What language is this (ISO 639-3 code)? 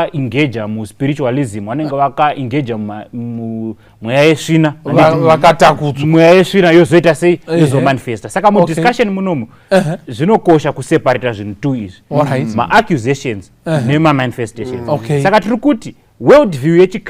sna